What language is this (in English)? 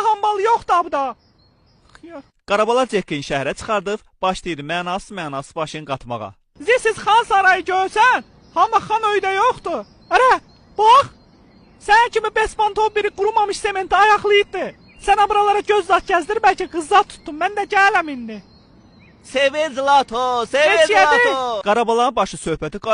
Azerbaijani